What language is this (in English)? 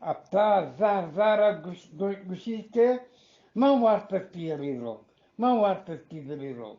Eastern Balochi